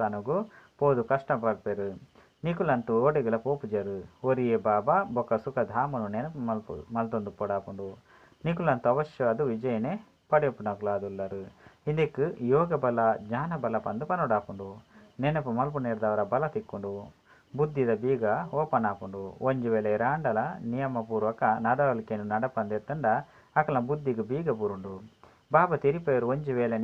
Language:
Tulu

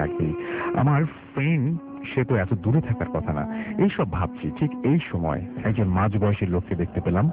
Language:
Bangla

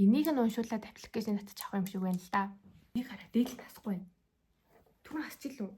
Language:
Mongolian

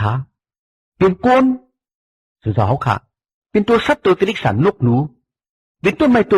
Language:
Shan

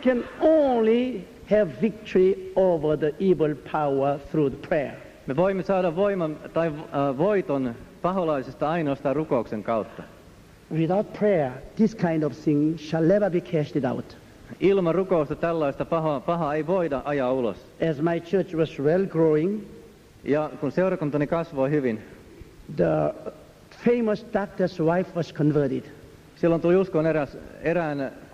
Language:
Finnish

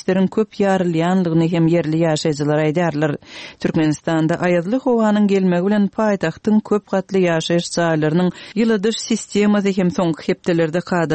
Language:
Turkmen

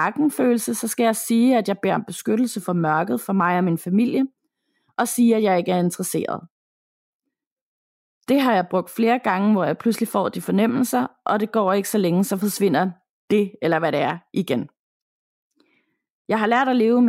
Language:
Danish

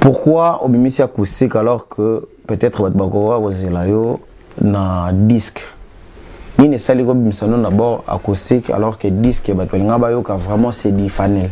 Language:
Lingala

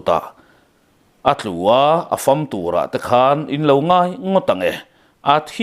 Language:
Mizo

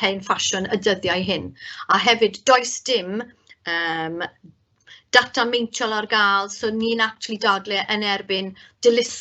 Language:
Welsh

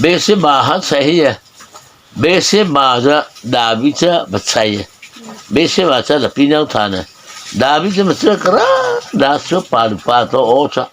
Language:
Mara Chin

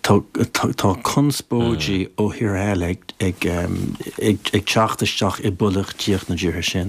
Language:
Irish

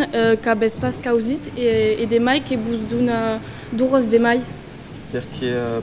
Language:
Occitan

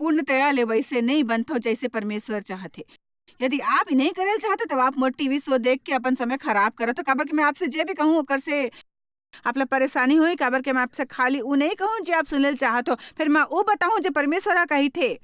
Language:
Chhattisgarhi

